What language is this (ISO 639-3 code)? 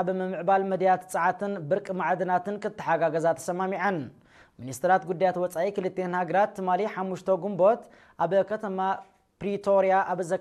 tir